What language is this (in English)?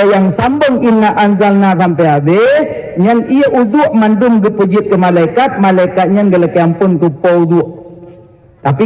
Achinese